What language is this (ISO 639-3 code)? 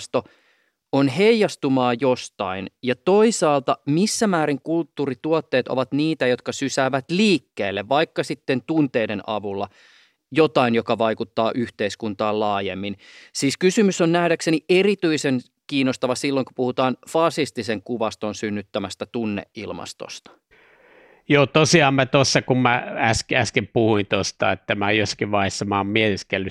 fin